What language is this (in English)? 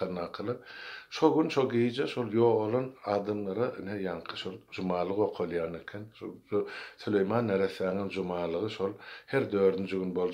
Turkmen